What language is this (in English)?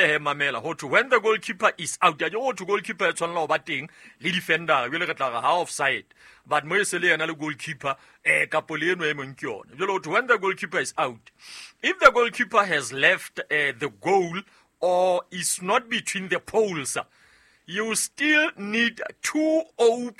Southern Sotho